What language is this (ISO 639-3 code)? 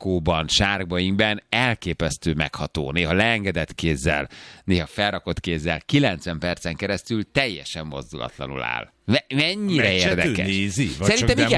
hun